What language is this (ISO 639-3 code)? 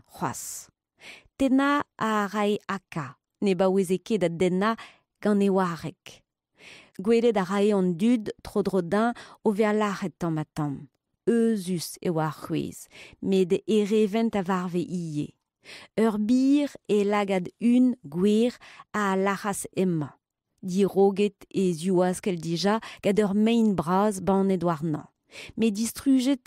bre